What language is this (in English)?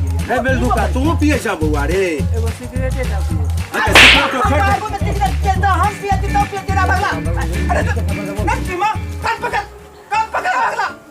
Maithili